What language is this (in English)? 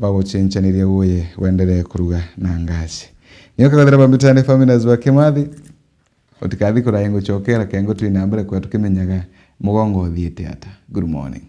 Meru